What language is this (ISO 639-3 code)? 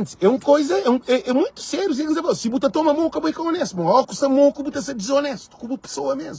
kea